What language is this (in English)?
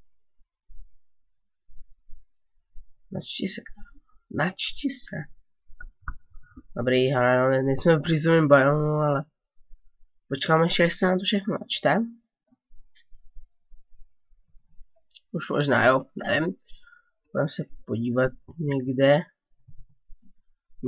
Czech